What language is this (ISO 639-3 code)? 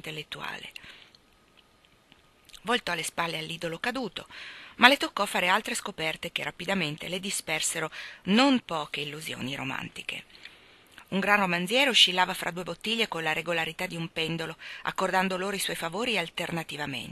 ita